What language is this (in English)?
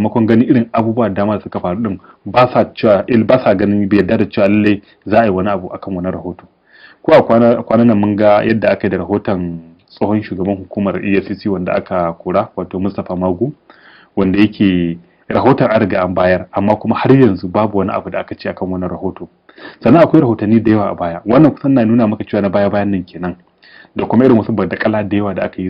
Hausa